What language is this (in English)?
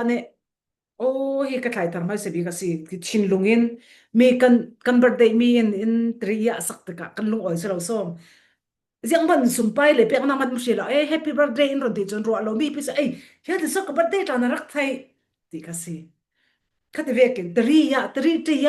Falam Chin